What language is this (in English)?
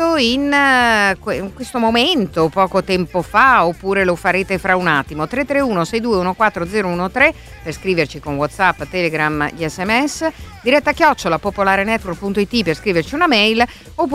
Italian